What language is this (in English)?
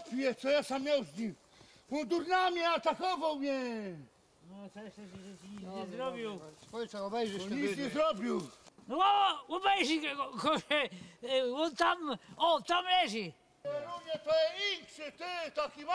Silesian